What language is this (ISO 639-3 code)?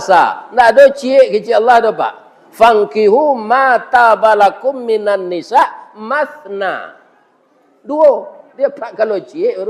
min